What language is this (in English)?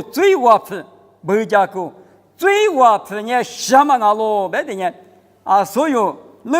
Lisu